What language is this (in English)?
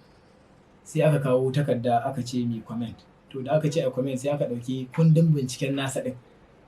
Hausa